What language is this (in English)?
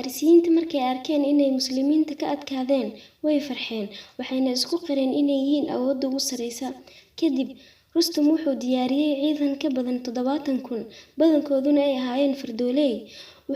Somali